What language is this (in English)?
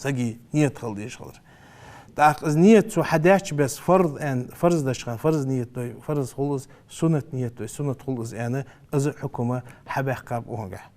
Ingush